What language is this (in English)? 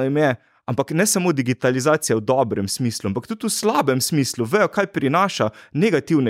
Slovenian